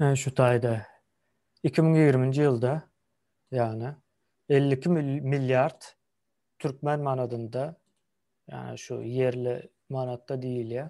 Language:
Turkmen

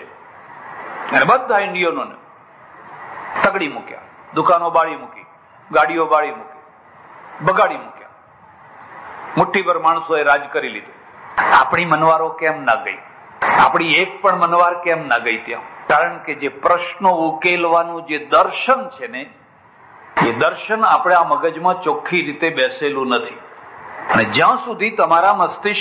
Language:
Gujarati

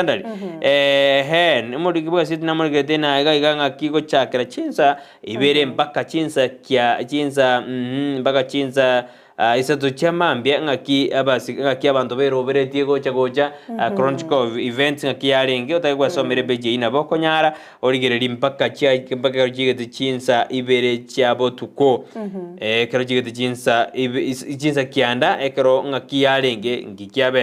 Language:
Gusii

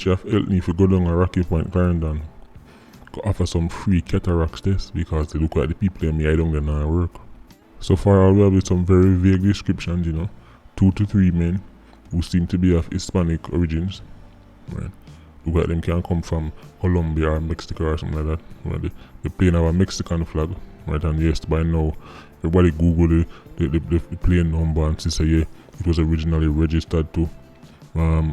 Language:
Jamaican Creole English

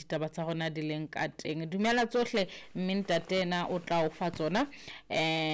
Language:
Southern Sotho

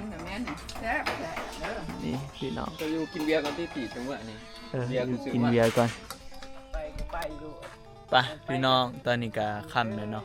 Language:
Northeastern Thai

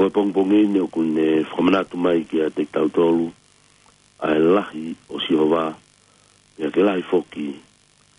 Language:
Tongan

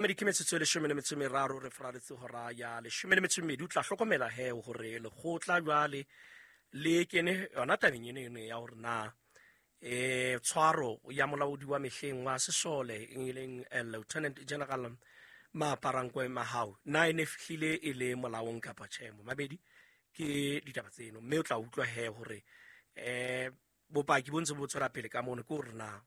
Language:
Southern Sotho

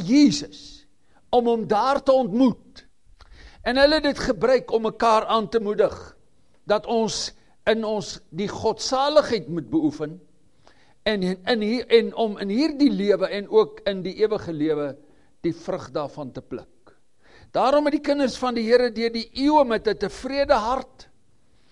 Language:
Afrikaans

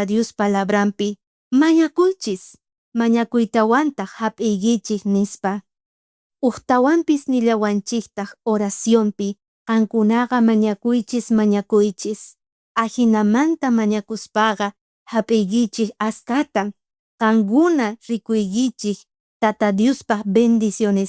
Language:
South Bolivian Quechua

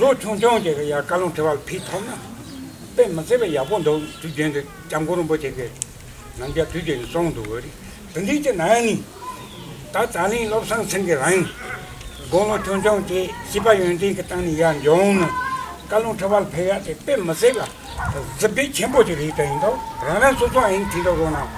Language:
Tibetan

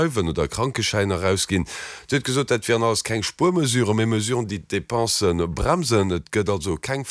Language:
Luxembourgish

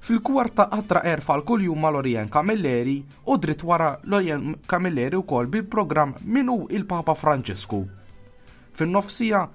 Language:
Maltese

